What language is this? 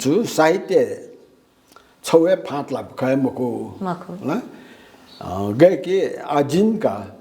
Newari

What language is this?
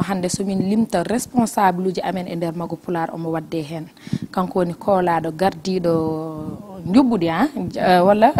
Fula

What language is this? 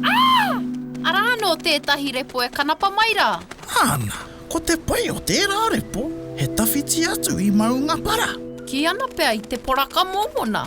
Māori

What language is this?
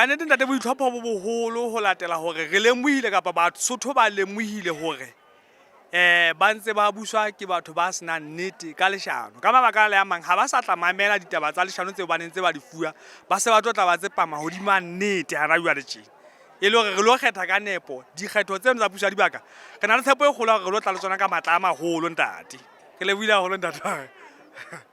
Southern Sotho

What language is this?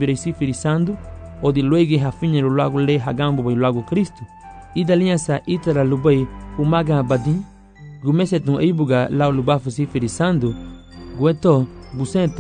Garifuna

